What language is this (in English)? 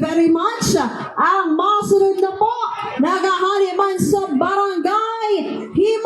Hiligaynon